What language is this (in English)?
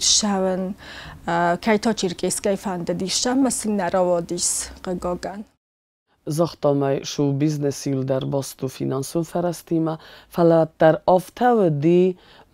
Ossetic